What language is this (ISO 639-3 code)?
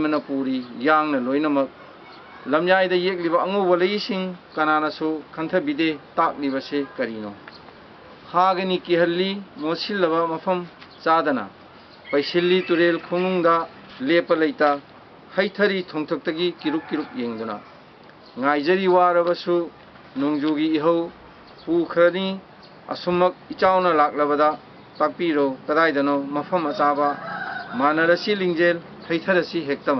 mni